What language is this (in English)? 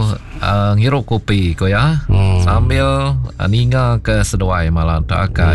Iban